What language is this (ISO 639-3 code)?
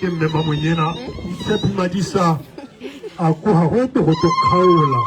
tsn